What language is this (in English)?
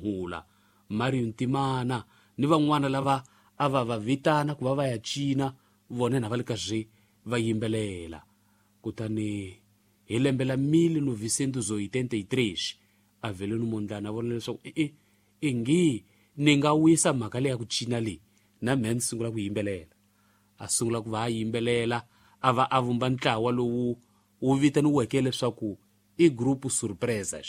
Tsonga